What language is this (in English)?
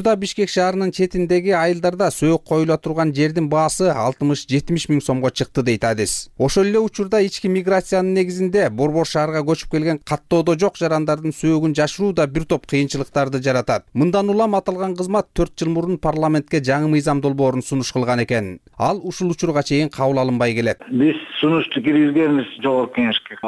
Kyrgyz